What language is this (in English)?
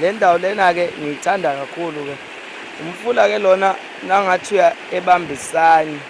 Zulu